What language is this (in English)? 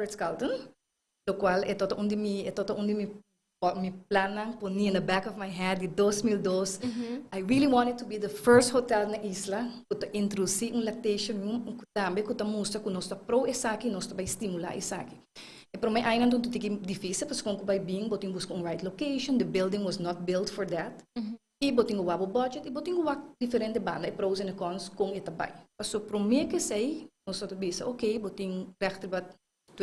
Papiamento